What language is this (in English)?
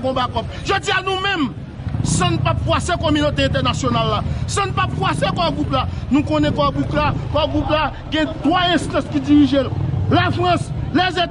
Haitian Creole